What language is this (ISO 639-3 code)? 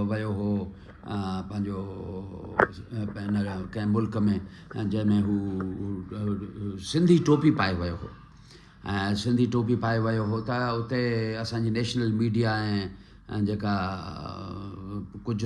snd